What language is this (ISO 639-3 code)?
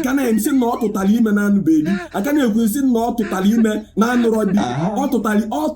ibo